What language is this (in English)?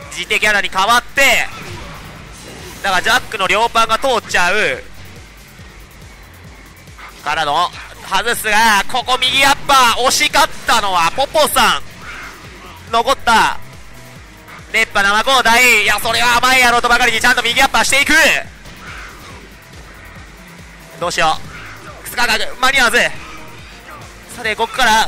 Japanese